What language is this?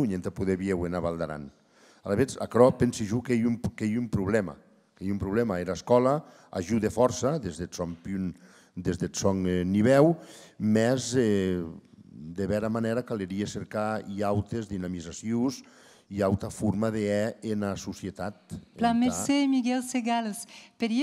Occitan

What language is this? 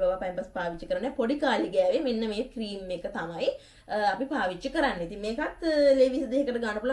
Sinhala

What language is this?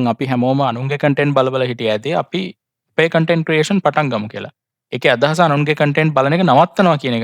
Sinhala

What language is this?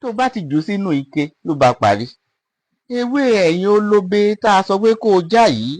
Yoruba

